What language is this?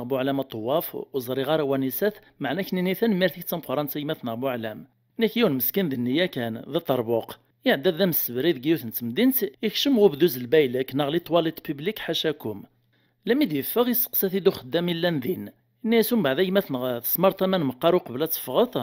Kabyle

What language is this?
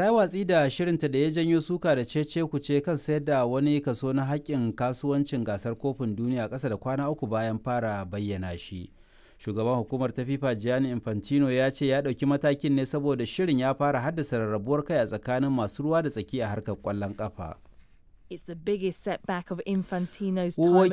Hausa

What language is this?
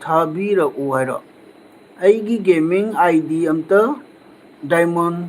Manipuri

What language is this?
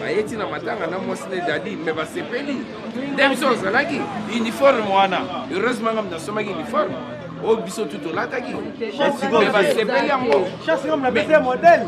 Lingala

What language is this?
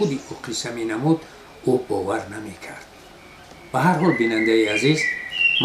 Tajik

